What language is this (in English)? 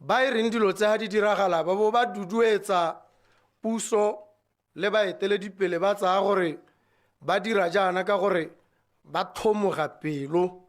Tswana